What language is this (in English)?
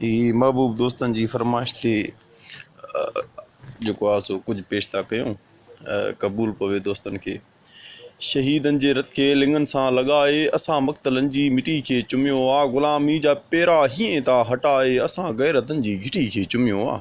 Sindhi